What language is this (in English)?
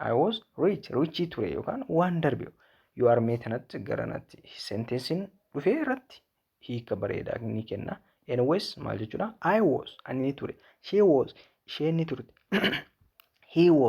Oromo